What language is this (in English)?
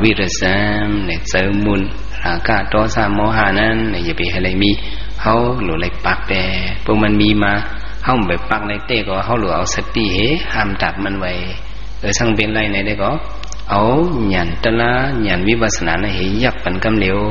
Shan